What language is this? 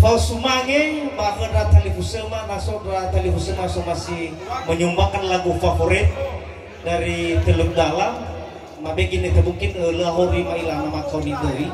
Nias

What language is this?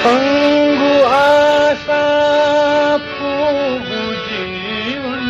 Newari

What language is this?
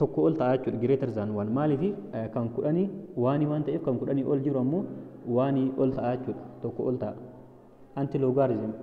Oromo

